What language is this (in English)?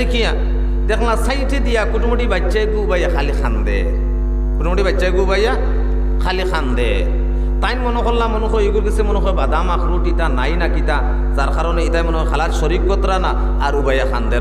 Sylheti